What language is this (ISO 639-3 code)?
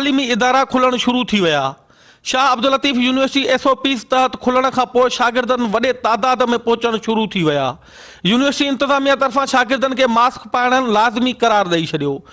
snd